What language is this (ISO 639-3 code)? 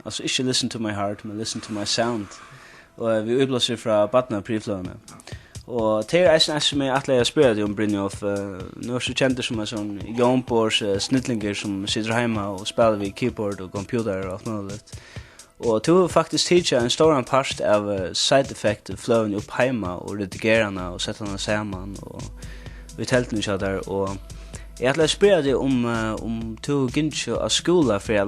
fao